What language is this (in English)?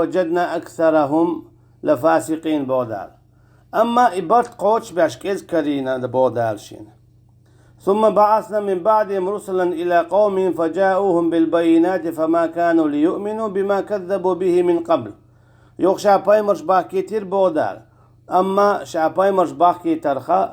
Chechen